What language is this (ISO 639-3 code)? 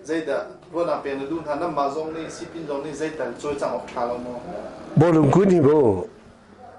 cnh